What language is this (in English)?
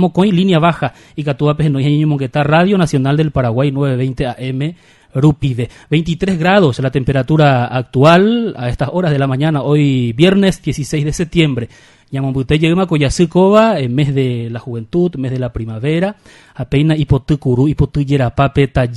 Guarani